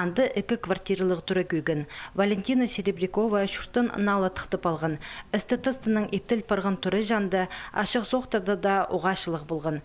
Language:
Khakas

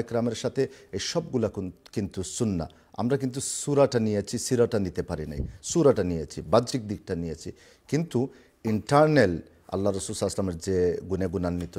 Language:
Sylheti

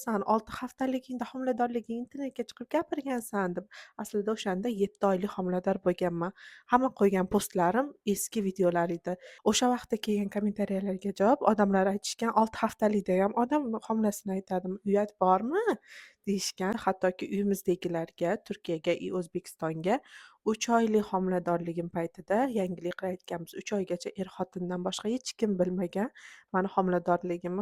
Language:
Uzbek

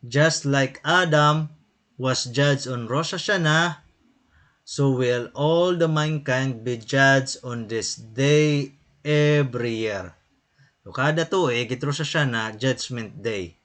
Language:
Waray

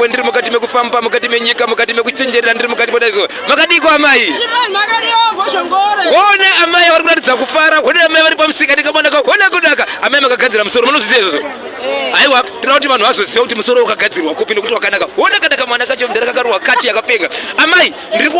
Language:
Shona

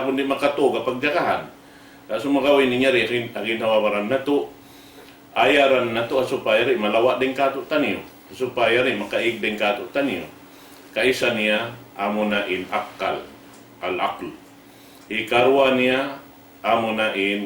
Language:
Tausug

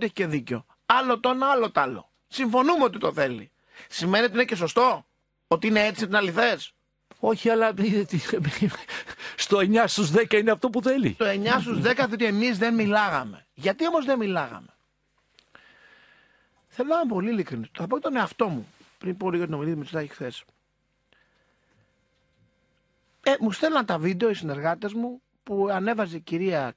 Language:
Greek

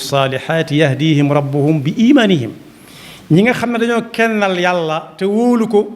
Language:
Wolof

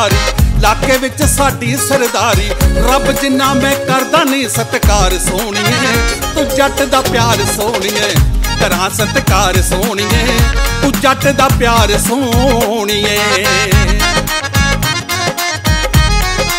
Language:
Punjabi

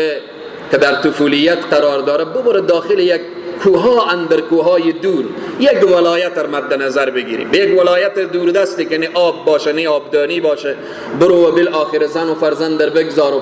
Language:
Persian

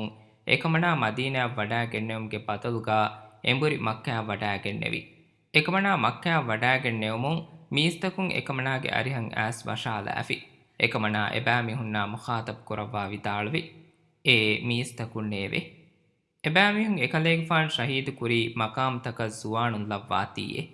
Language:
Divehi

